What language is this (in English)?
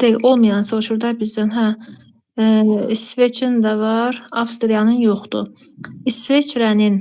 Azerbaijani